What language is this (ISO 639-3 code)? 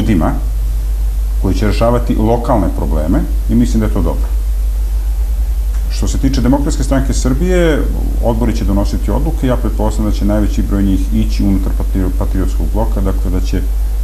srp